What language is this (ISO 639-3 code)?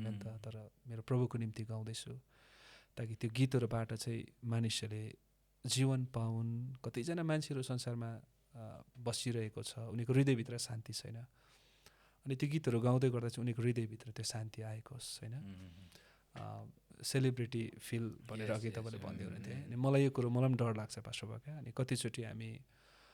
nep